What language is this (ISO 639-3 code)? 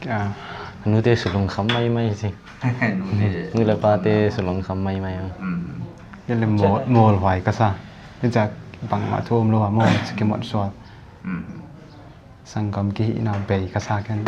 pck